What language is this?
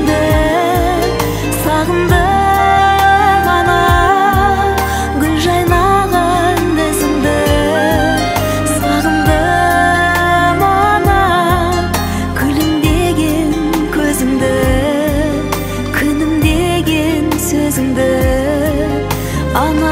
Kazakh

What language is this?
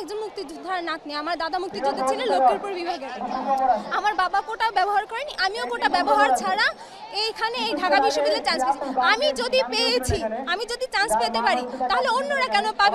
Bangla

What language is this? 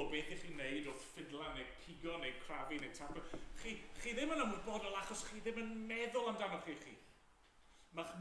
Welsh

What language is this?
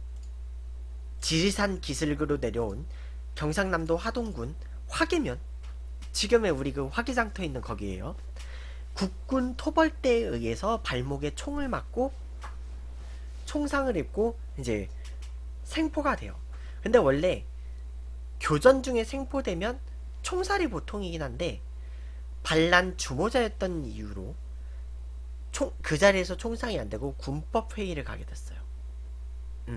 Korean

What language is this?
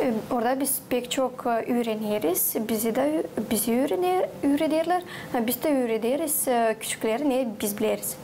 Gagauz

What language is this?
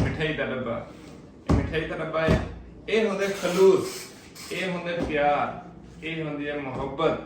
Saraiki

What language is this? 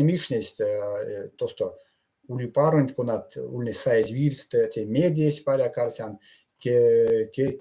Erzya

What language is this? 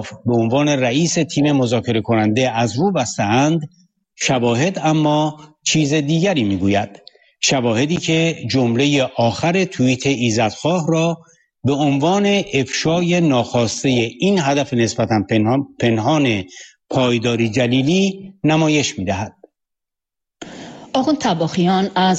Persian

